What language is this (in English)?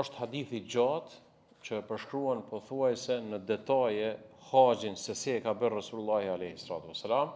Albanian